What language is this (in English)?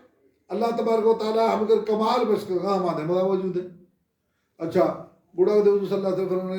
Baluchi